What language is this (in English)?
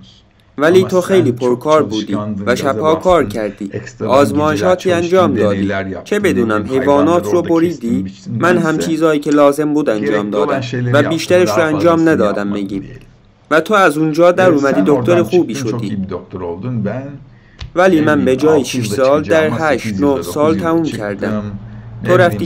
Persian